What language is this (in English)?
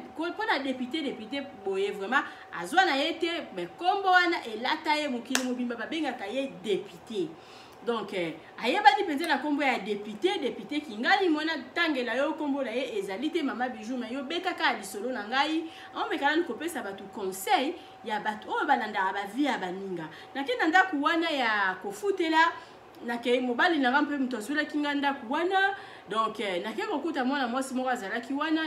Lingala